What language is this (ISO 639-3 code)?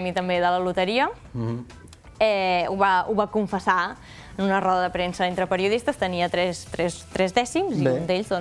cat